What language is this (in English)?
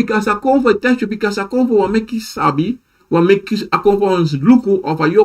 Sranan Tongo